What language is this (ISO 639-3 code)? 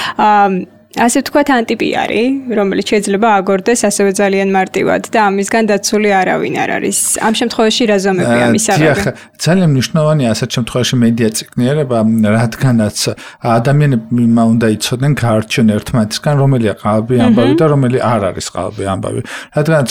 kat